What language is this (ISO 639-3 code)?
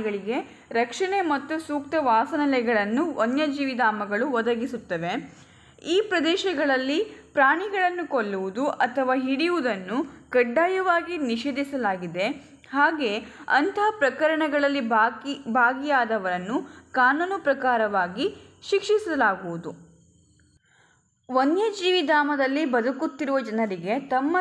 kan